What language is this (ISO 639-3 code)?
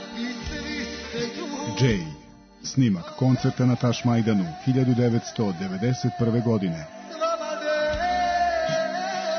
srp